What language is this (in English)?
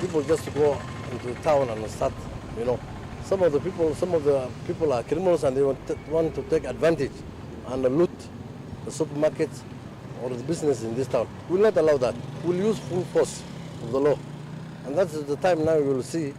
Kamba